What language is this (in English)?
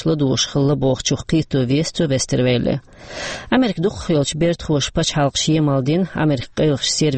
Chechen